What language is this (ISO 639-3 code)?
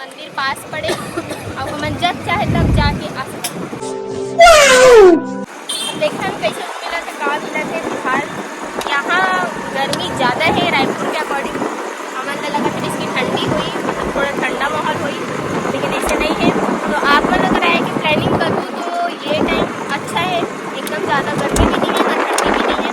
hne